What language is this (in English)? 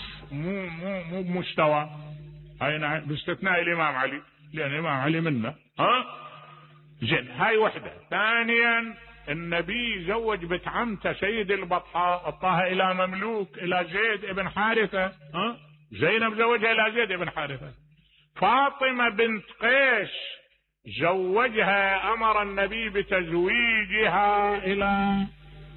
Mesopotamian Arabic